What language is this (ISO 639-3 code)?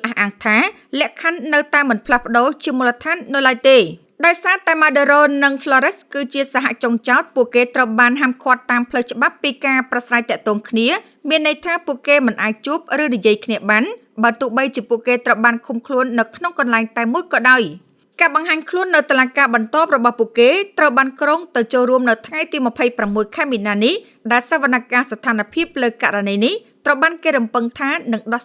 khm